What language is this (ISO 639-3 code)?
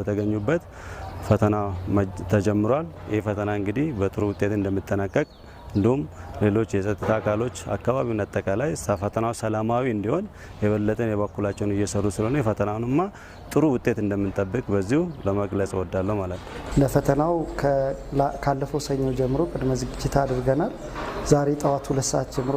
amh